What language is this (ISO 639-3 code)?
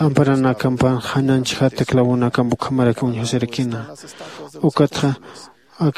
aym